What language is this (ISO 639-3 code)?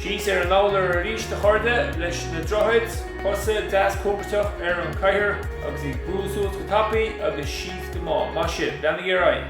gle